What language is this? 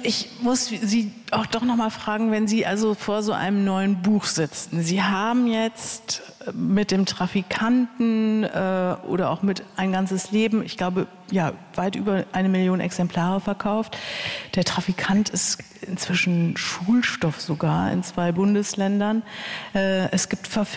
German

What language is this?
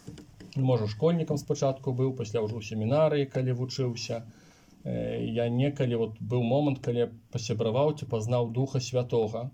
Belarusian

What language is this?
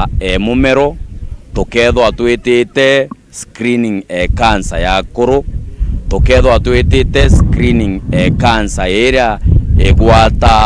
Meru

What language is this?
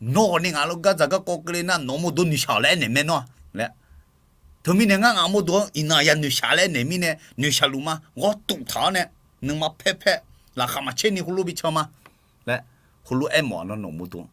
Akha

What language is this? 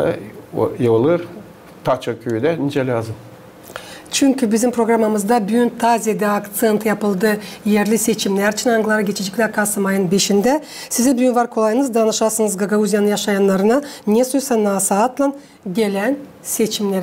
Gagauz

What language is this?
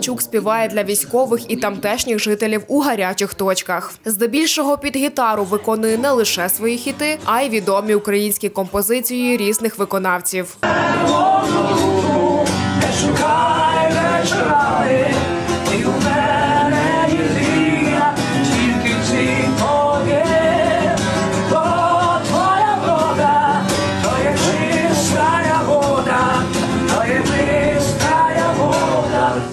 Ukrainian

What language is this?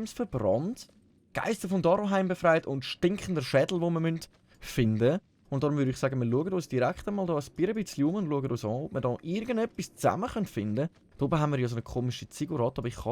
Swiss German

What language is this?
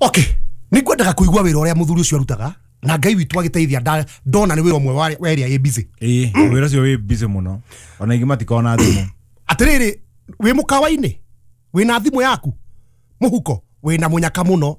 Kikuyu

